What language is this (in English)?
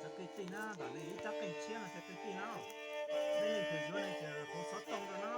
Hmong